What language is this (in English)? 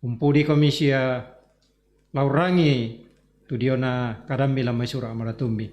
Toraja-Sa'dan